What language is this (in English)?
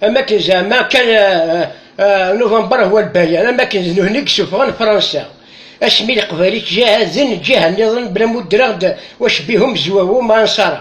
Kabyle